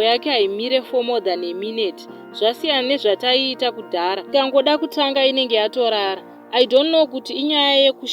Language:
Shona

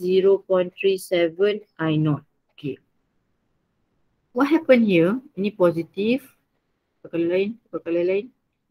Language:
Malay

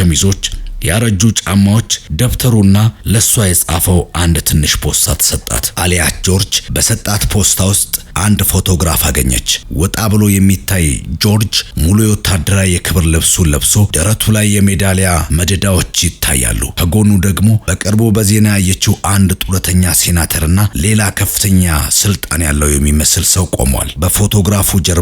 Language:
Amharic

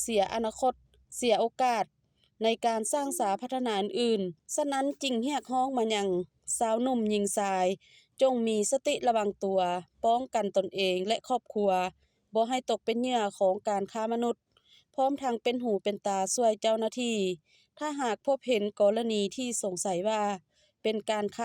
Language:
Lao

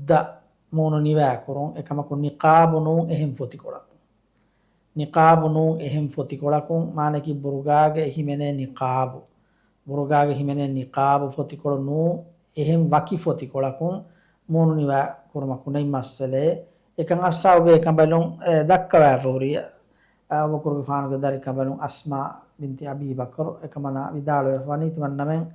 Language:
Divehi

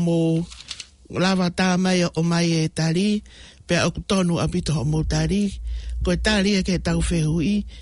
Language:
Tongan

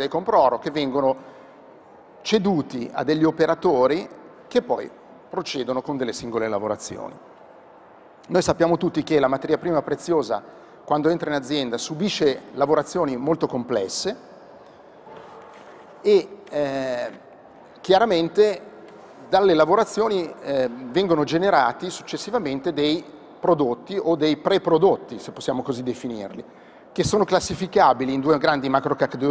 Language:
Italian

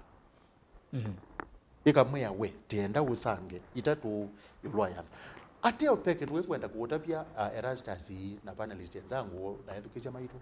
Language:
Kamba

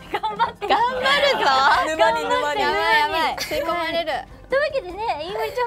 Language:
Japanese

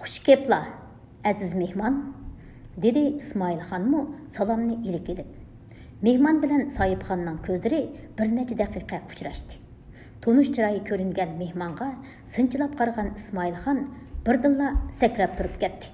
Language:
Uyghur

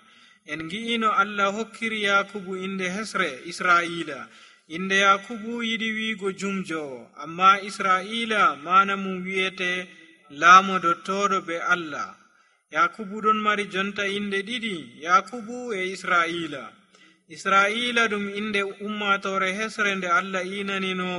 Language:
Nigerian Fulfulde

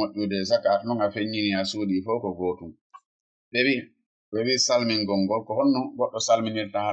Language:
Fula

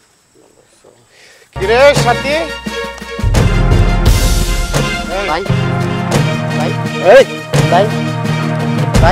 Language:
Bangla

